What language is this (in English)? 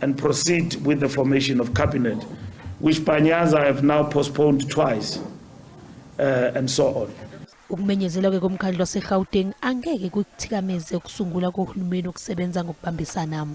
Zulu